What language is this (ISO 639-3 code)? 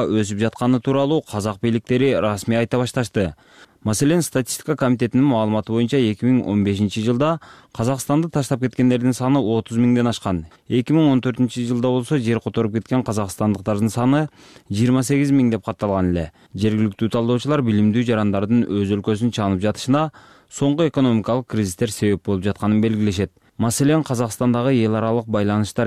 kir